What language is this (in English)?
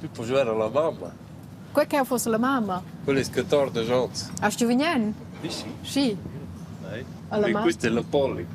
Romansh